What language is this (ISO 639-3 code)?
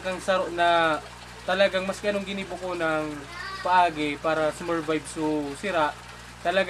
bik